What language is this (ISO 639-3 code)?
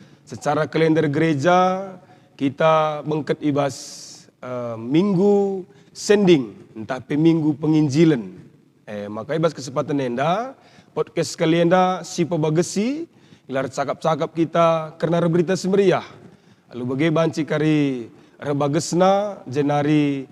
btx